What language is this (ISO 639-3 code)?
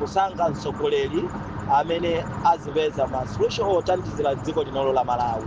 nya